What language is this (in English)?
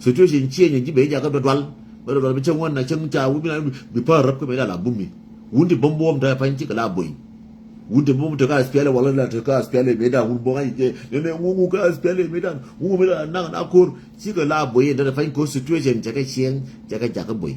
Nuer